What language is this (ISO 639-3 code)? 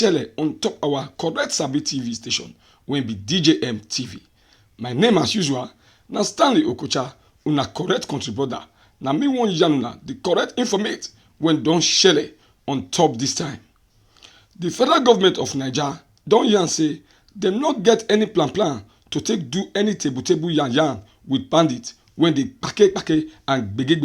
pcm